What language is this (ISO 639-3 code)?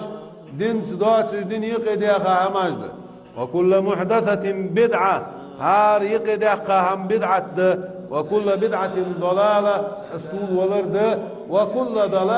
che